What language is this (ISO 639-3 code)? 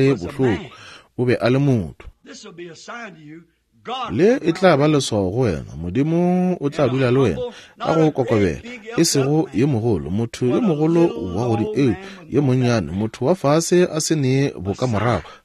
nso